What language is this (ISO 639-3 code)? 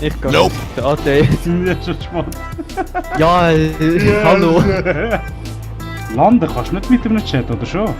gsw